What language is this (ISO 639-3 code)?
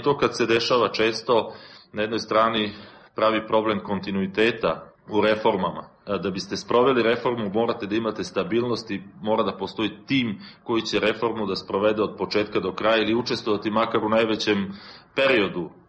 srp